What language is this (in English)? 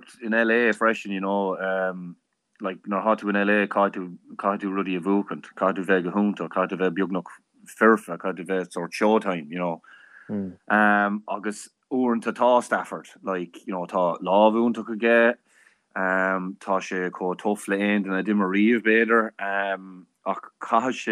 Irish